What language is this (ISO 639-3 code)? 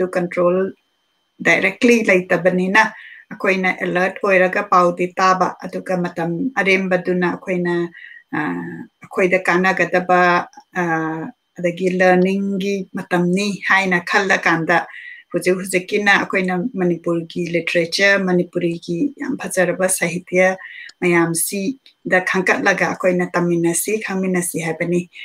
mni